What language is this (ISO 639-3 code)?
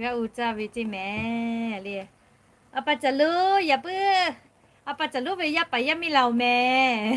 lhu